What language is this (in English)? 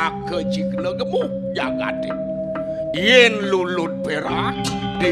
Balinese